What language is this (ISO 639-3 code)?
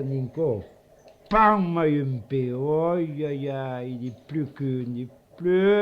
oci